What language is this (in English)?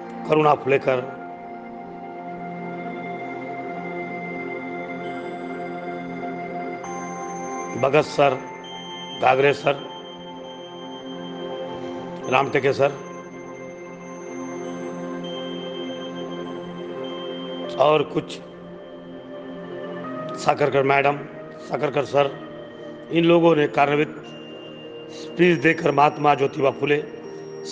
Hindi